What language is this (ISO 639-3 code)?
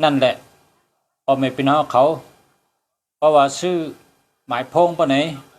shn